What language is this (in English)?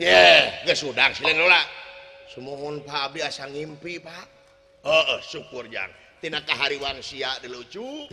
Sundanese